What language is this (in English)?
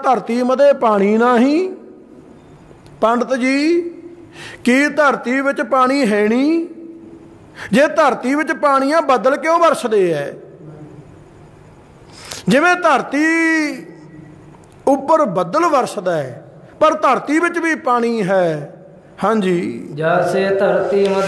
Punjabi